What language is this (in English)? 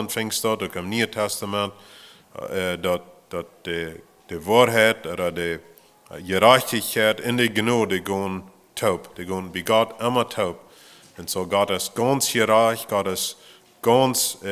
Plautdietsch